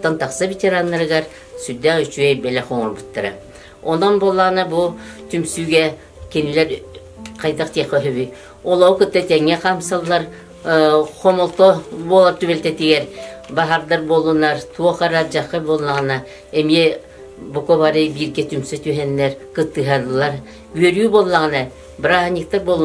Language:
Yakut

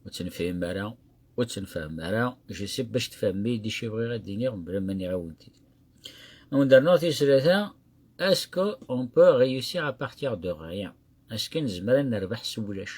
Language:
Kabyle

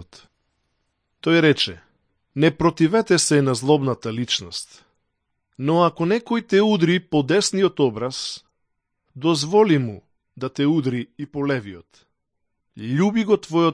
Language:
Macedonian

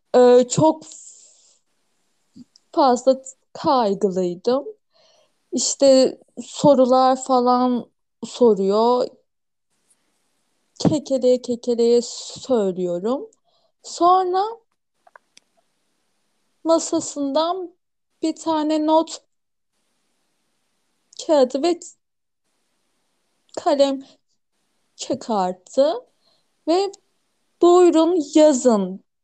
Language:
Turkish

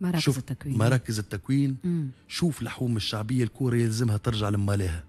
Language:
Tunisian Arabic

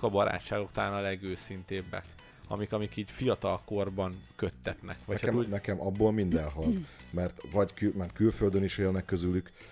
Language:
Hungarian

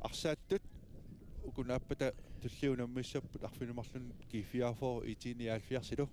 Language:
Kalaallisut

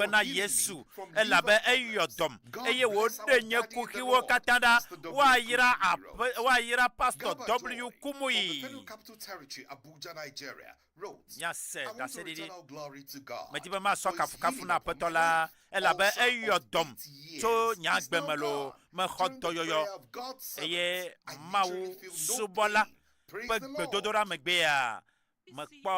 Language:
Ewe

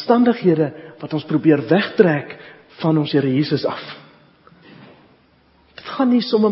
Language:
Afrikaans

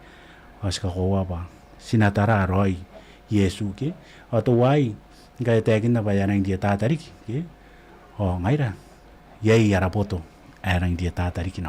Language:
Gilbertese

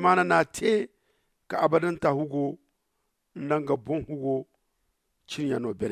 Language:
Zarma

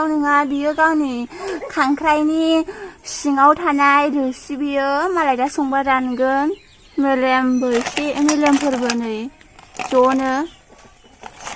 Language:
Bodo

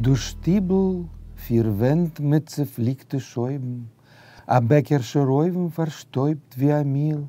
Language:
Yiddish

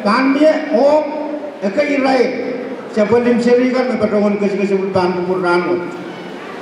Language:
Pohnpeian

